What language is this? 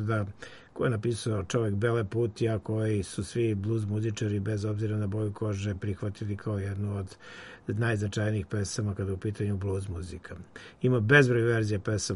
Serbian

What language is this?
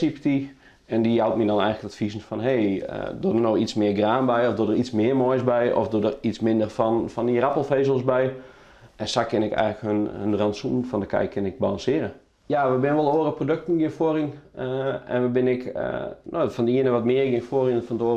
Western Frisian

